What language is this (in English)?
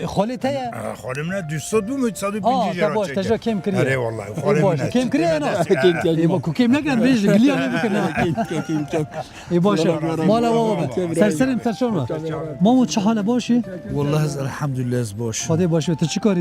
Kurdish